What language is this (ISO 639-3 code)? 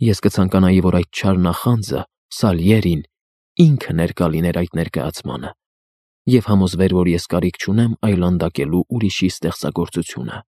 hye